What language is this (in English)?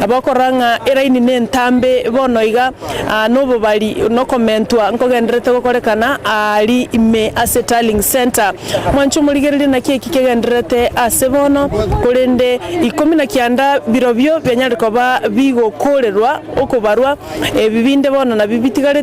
Gusii